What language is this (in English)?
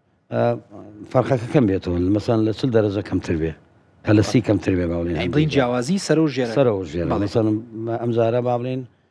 Central Kurdish